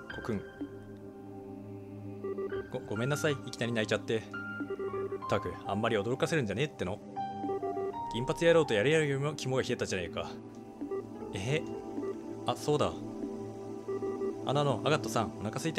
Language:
Japanese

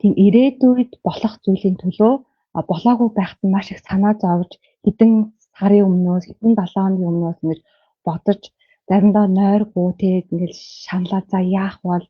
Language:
Mongolian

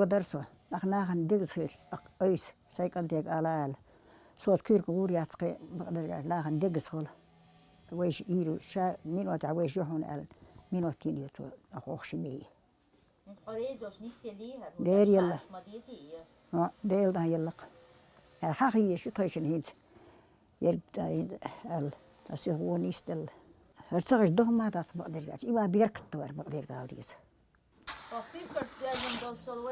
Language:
Chechen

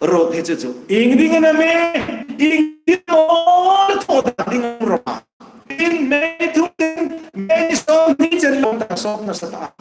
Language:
Hmar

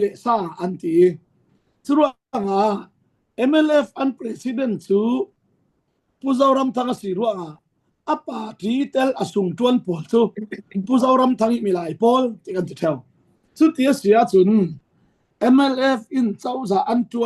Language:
Falam Chin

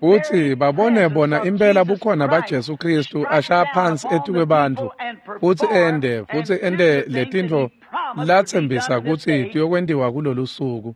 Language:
Swati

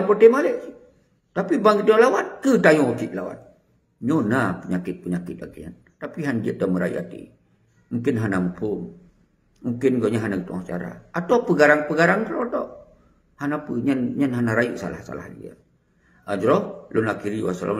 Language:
Achinese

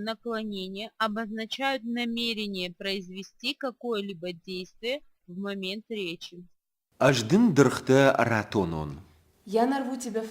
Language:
Ossetic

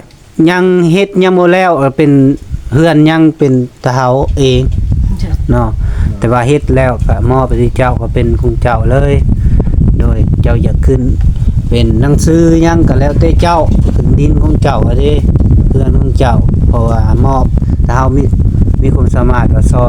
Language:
Lao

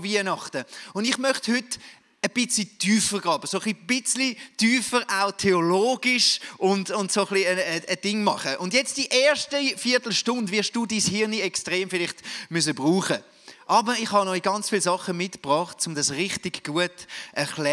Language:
Swiss German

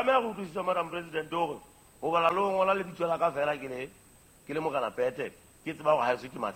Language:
Southern Sotho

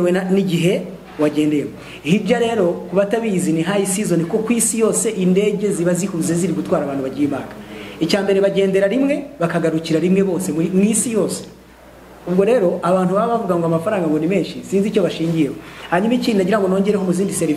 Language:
Kinyarwanda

